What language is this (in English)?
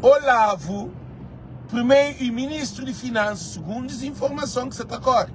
Kabuverdianu